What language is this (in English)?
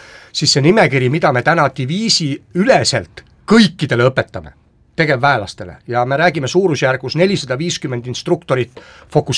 Estonian